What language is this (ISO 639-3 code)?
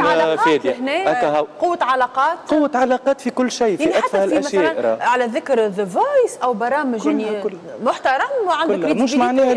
aeb